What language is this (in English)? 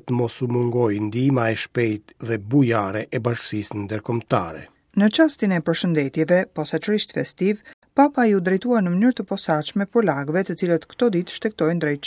Albanian